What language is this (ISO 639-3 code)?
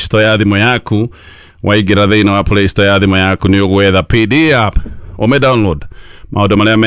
kik